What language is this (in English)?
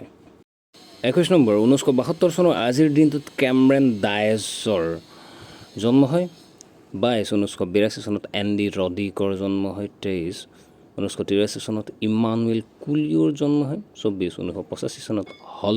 Assamese